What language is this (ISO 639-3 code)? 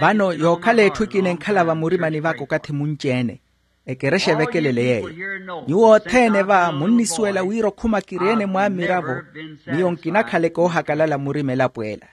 vmw